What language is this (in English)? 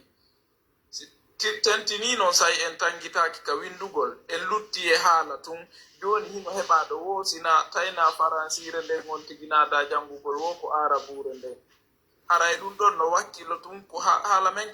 Fula